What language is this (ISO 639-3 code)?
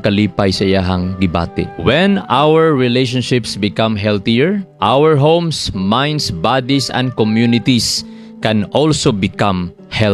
ceb